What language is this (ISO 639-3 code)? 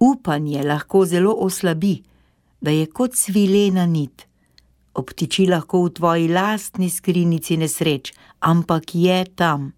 slv